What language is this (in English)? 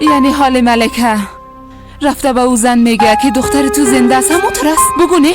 Persian